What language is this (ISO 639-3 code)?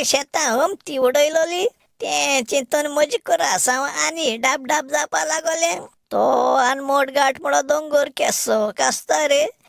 kok